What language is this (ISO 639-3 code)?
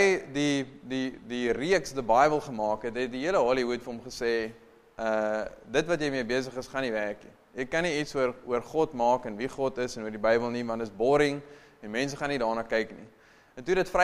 afr